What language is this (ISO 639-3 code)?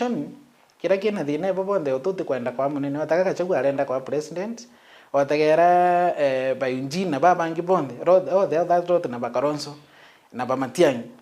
mer